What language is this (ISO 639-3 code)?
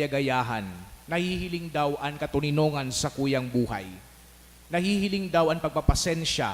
bik